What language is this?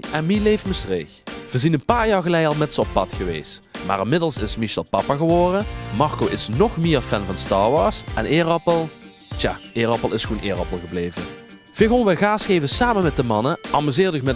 Limburgish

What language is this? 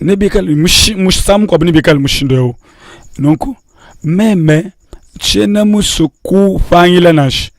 Luba-Lulua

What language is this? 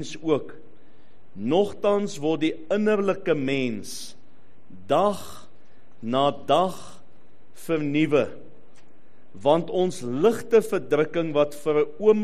Afrikaans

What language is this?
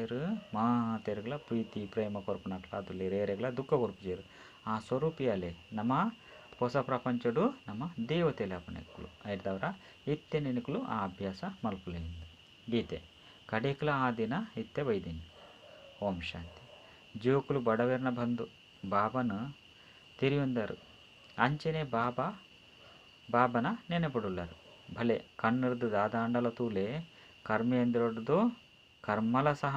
Tulu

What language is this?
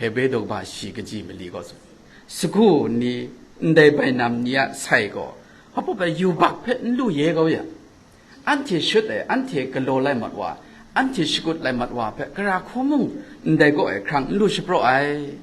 Kachin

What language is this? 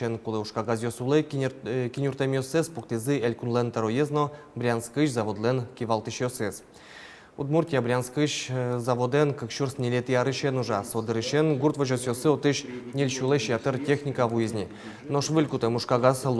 Udmurt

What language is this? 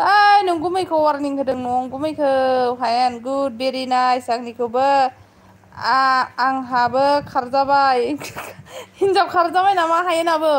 Bodo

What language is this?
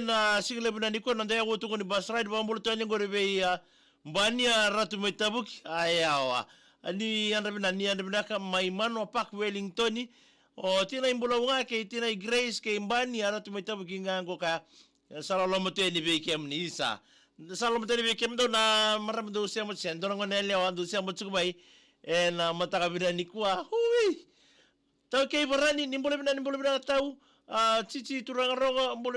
Fijian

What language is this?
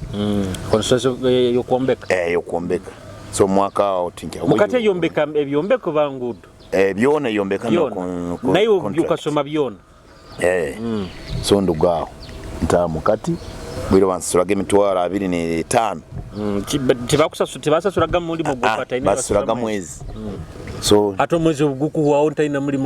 Nyoro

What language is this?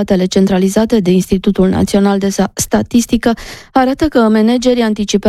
Romanian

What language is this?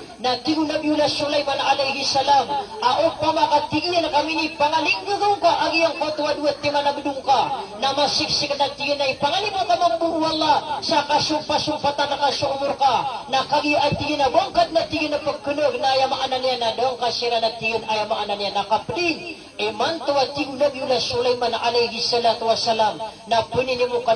Maranao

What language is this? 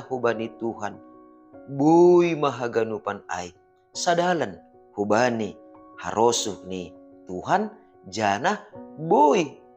Batak Simalungun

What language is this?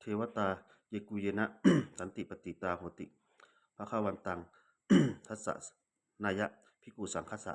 Pali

